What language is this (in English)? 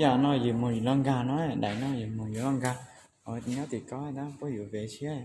Hmong